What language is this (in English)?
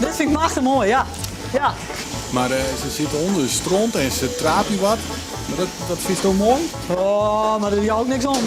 Western Frisian